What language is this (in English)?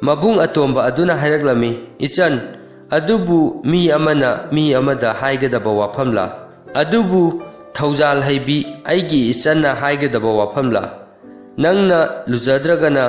Manipuri